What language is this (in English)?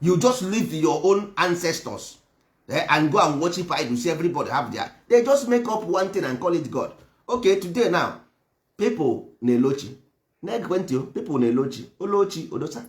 Igbo